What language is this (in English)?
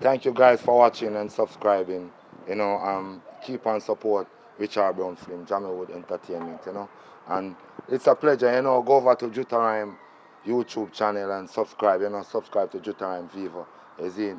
Jamaican Creole English